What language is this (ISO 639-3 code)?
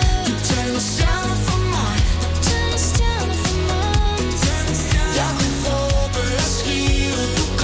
dan